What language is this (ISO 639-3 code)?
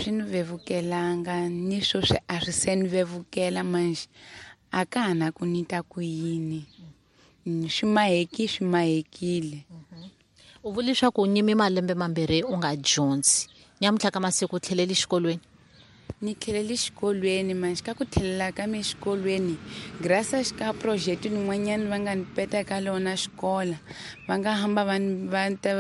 tso